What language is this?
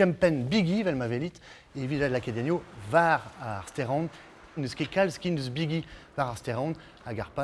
Breton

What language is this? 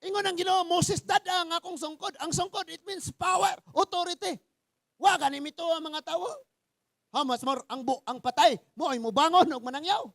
Cebuano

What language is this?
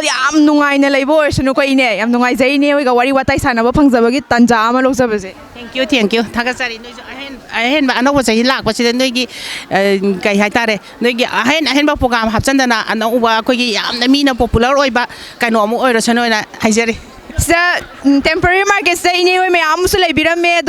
Manipuri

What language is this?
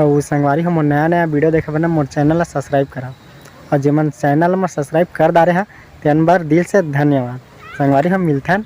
Chhattisgarhi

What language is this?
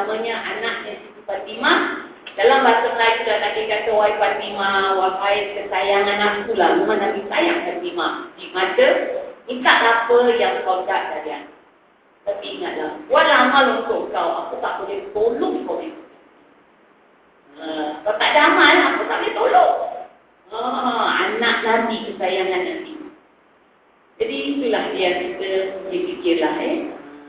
Malay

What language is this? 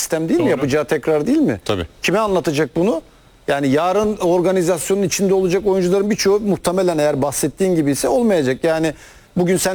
Turkish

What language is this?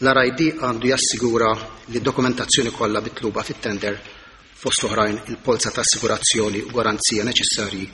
Maltese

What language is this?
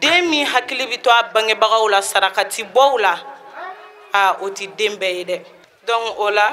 Bambara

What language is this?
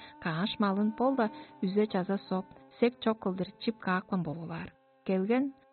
Tuvinian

